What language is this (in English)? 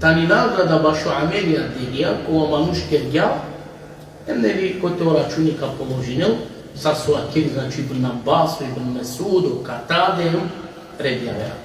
Balkan Romani